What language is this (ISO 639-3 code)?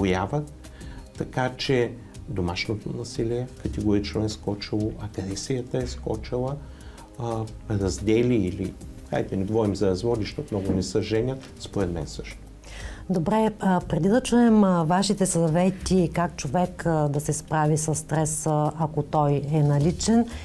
bul